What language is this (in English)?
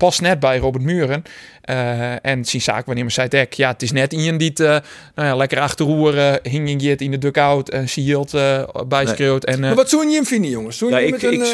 Western Frisian